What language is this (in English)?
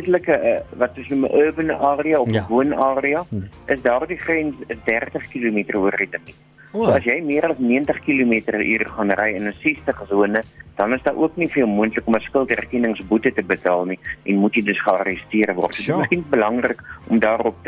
Afrikaans